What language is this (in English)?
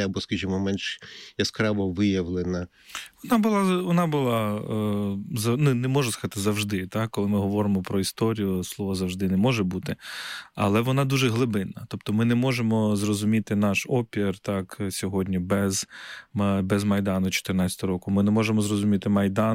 Ukrainian